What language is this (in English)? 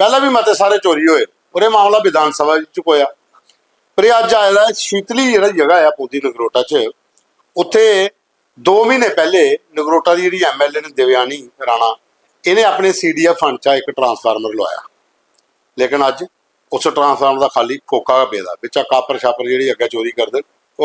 Dogri